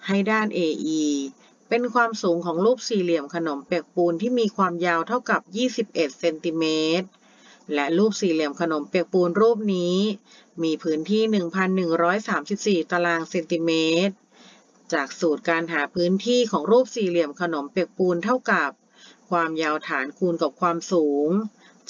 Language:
Thai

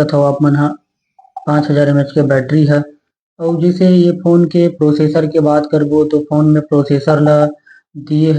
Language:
Chhattisgarhi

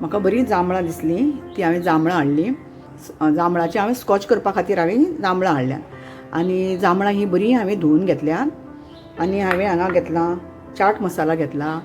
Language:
Konkani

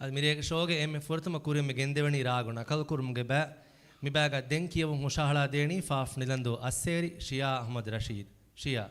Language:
Divehi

